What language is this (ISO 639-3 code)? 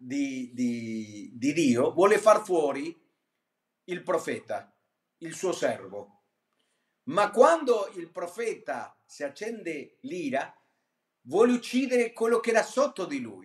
ita